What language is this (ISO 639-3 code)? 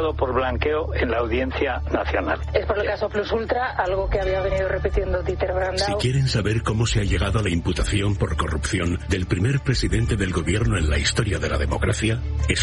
spa